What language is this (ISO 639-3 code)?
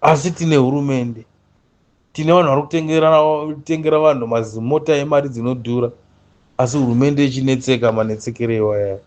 sna